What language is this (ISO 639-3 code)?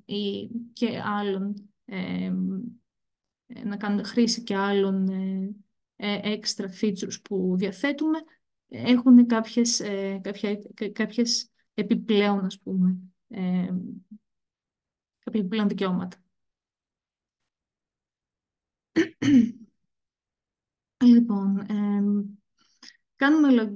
ell